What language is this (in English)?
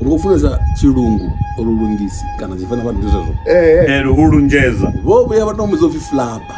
Venda